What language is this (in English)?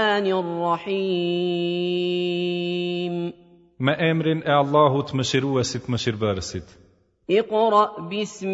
Albanian